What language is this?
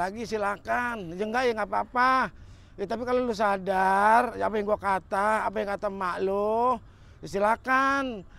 Betawi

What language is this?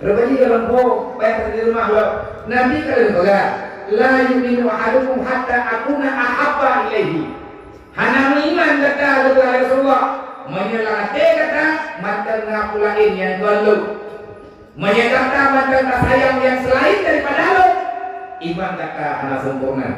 Achinese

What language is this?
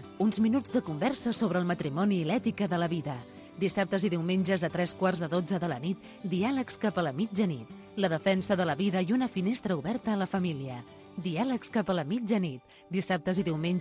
Catalan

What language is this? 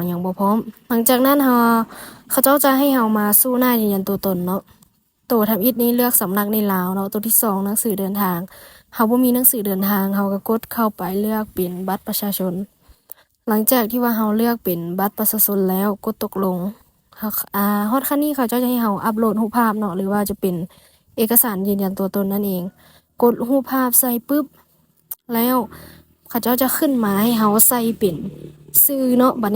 Lao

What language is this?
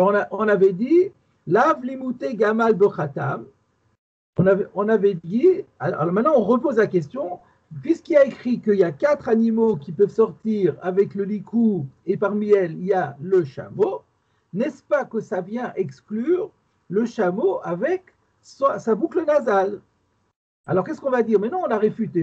French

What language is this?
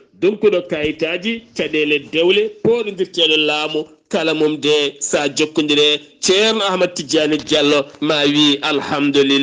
Fula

